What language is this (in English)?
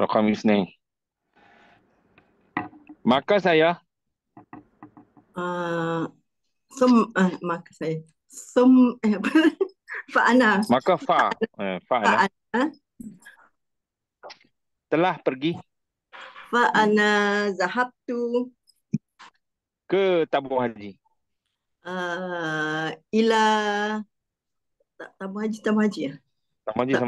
Malay